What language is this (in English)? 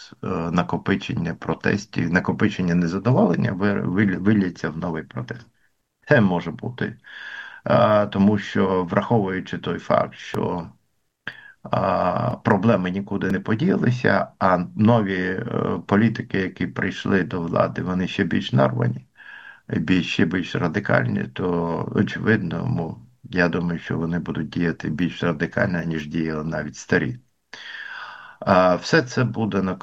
Ukrainian